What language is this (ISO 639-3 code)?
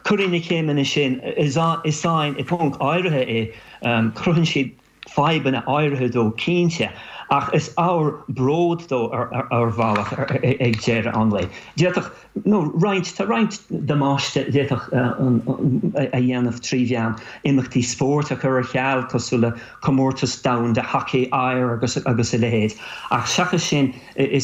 gle